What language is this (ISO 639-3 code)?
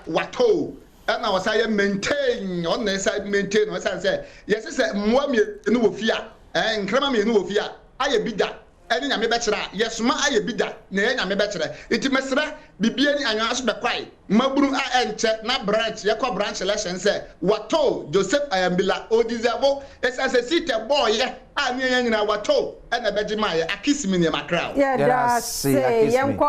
aka